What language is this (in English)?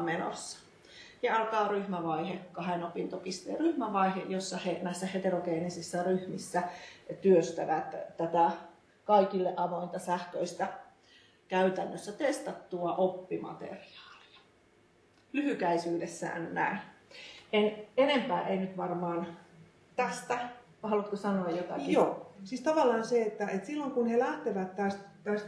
Finnish